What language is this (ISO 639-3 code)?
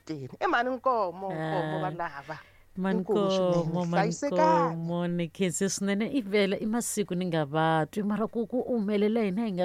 tso